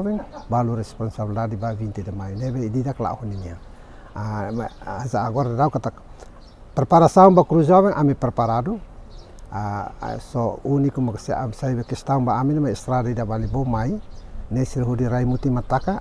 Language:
Tetum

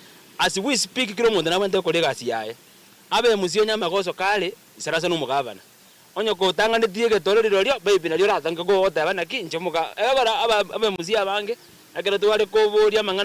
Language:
Gusii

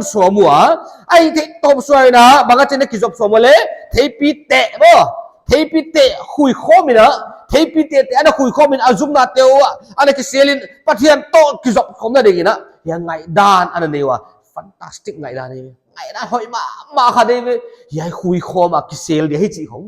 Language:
Paite Chin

